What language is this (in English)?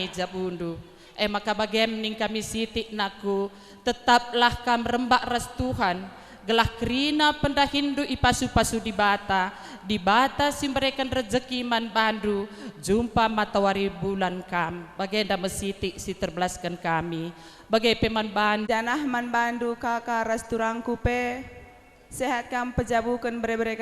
Batak Karo